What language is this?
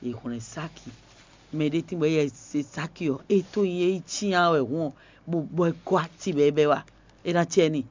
Fon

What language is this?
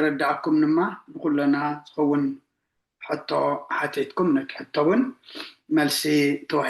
Tigrinya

